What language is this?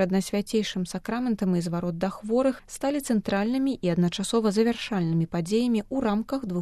Belarusian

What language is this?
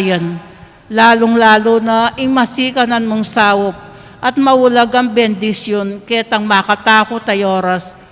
Pampanga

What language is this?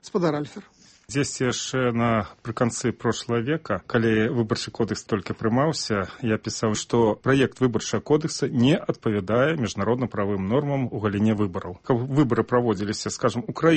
Belarusian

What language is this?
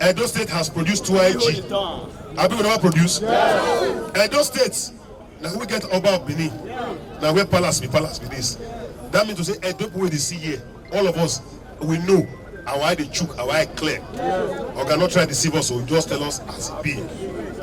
Nigerian Pidgin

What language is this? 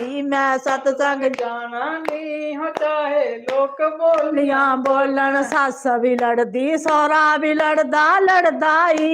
Dogri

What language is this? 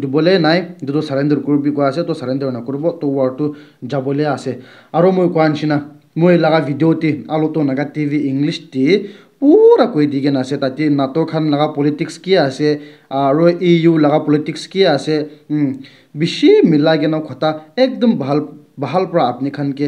Naga Pidgin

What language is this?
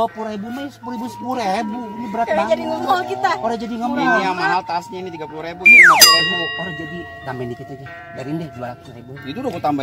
Betawi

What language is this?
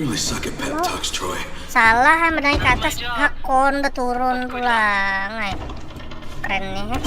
Banjar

